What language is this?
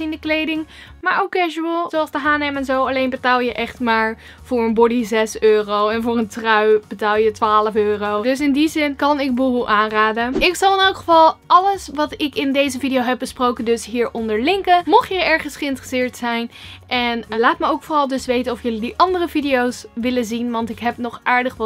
Dutch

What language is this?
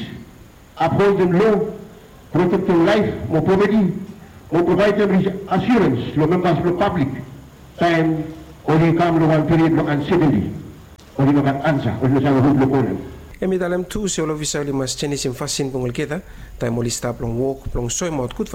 Bislama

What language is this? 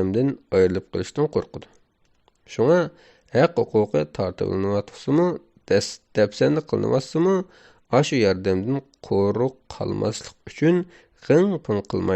Uyghur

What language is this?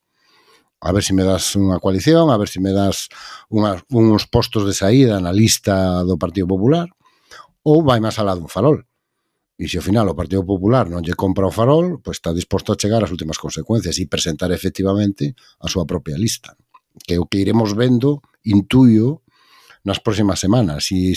Galician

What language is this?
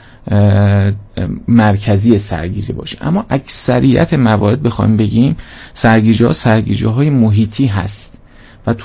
Persian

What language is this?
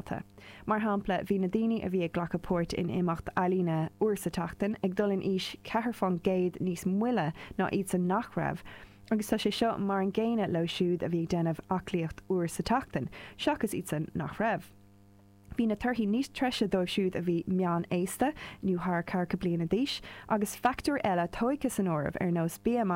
Irish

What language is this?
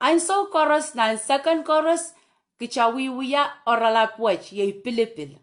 Pohnpeian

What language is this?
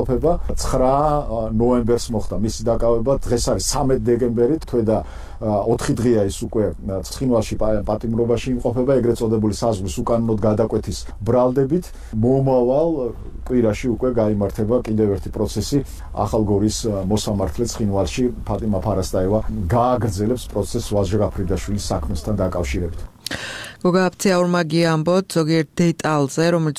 Georgian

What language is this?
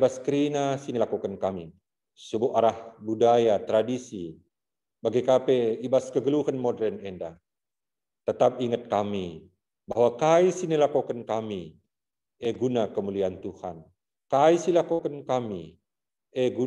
Batak Karo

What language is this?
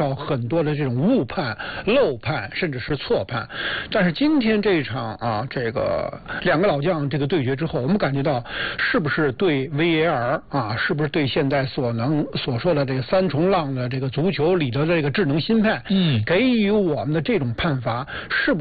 Chinese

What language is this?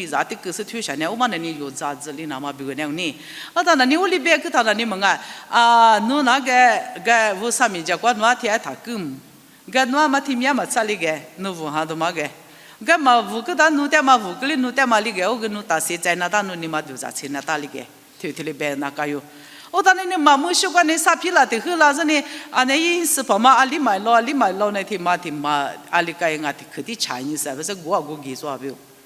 Lisu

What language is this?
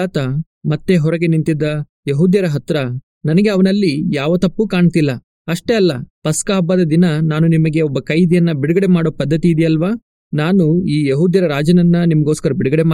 Kannada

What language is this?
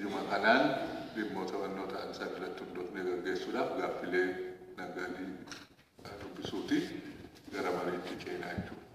Oromo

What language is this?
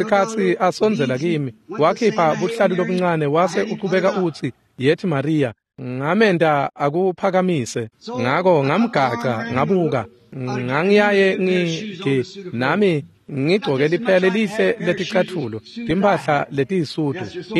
Swati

